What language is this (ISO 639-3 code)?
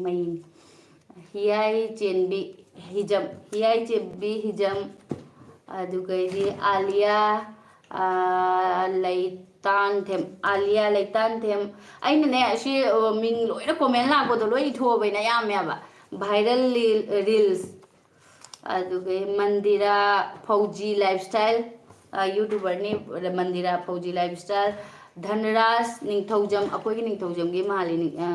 mni